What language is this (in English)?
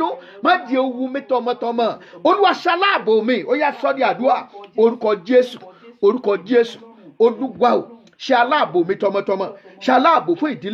Yoruba